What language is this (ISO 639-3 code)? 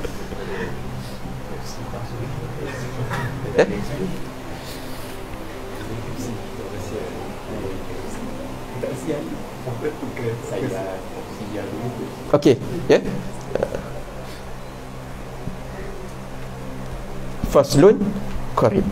msa